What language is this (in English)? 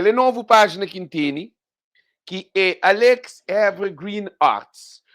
Kabuverdianu